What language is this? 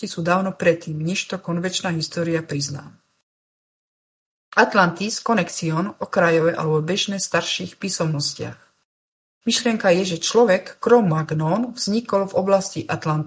Slovak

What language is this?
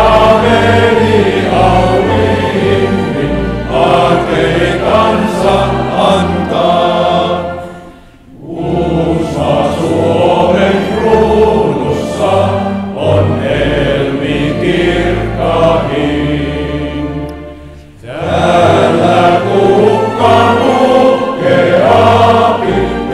Finnish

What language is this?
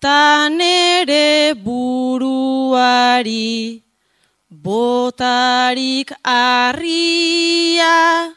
Basque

